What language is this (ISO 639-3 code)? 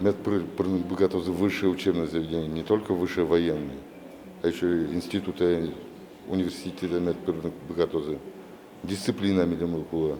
udm